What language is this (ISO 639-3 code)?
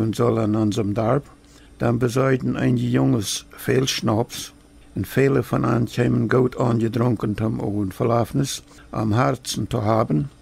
pdt